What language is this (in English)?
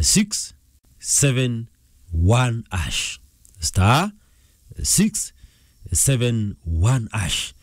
Meru